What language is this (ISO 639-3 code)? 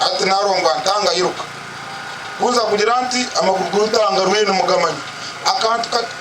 nyn